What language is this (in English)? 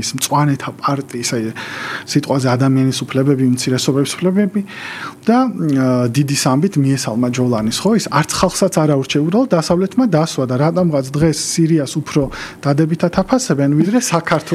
Georgian